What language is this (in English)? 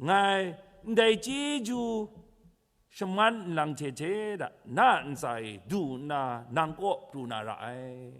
Kachin